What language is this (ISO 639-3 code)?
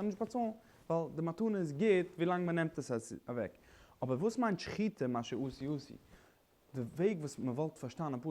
yid